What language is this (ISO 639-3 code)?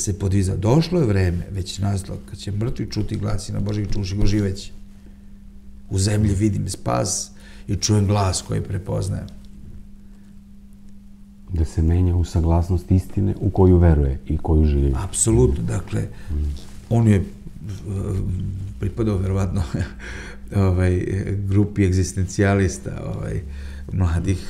srp